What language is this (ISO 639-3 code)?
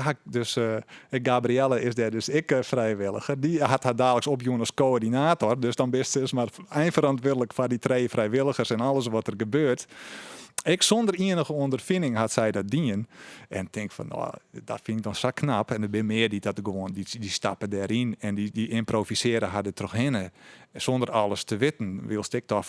fry